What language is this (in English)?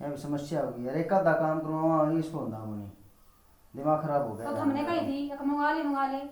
Haryanvi